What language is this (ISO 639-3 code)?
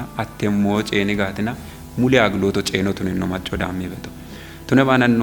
kbr